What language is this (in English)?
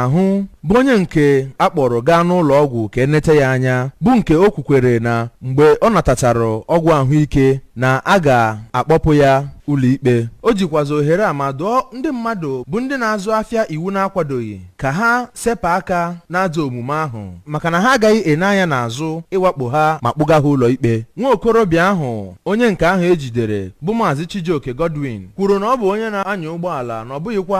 Igbo